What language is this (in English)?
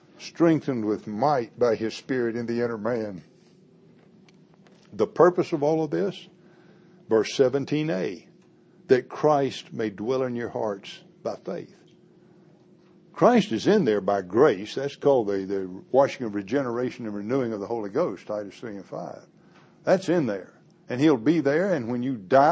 English